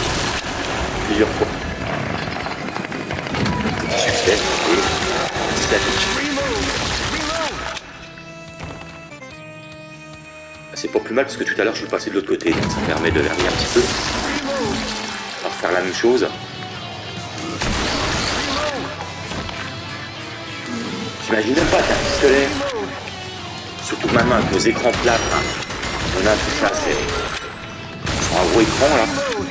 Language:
French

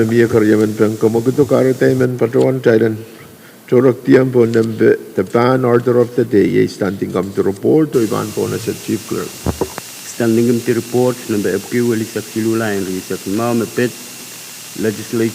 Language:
Pohnpeian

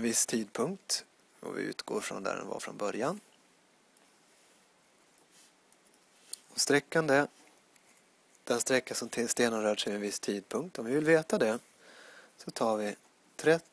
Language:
Swedish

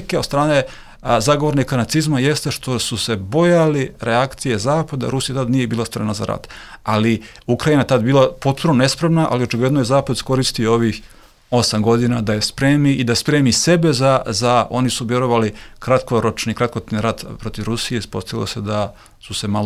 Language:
Serbian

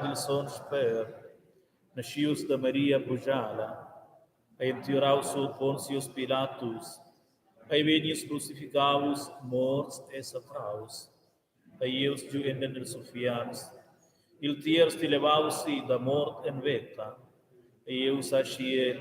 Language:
Romansh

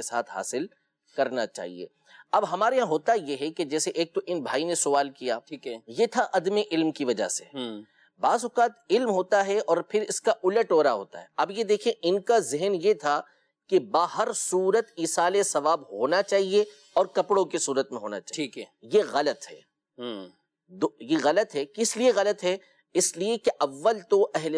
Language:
Urdu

